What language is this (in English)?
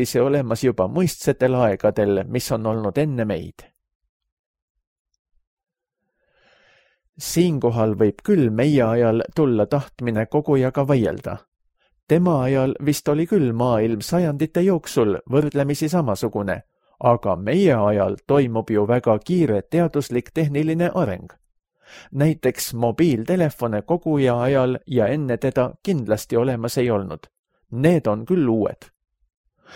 Estonian